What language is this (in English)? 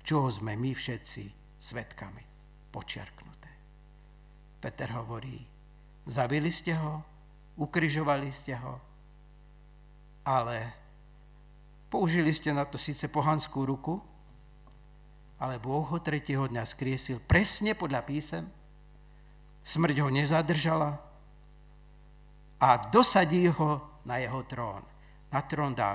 Slovak